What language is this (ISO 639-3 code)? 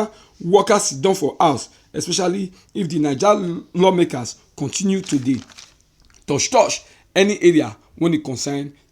pcm